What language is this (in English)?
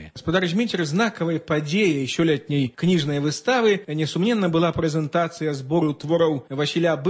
Belarusian